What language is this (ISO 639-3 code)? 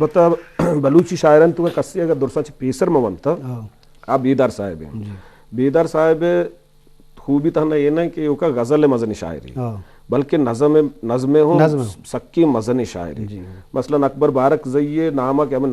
bgp